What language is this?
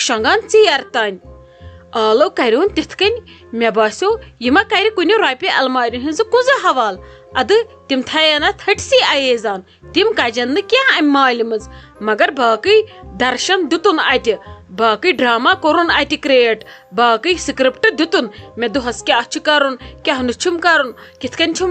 Kashmiri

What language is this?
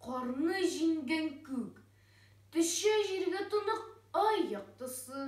Tatar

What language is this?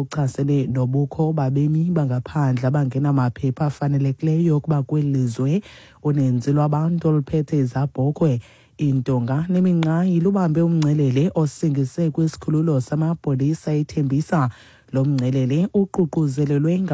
Xhosa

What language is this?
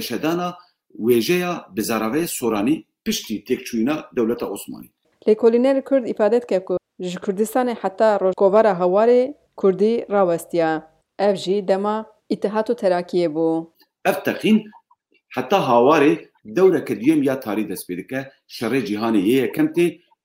Kurdish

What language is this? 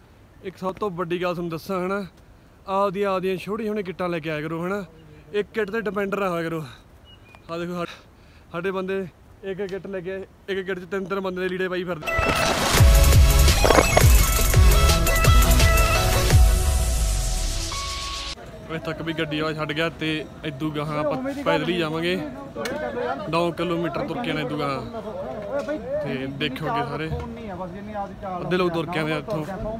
Punjabi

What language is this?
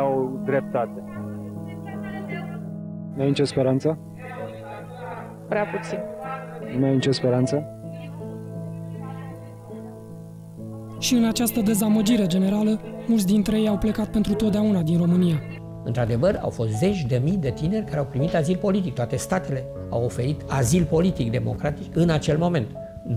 Romanian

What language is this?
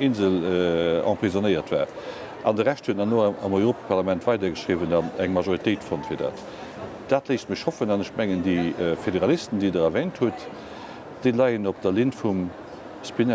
Luxembourgish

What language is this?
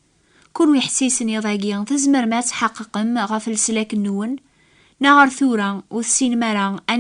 Kabyle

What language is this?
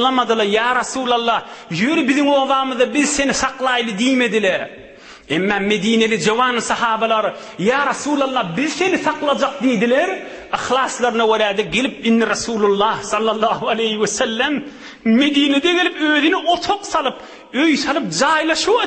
Turkmen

